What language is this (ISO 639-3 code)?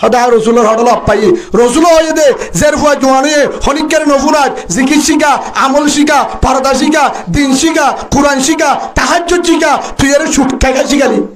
rhg